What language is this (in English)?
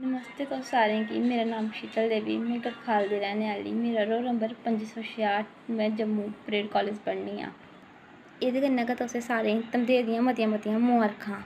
Dogri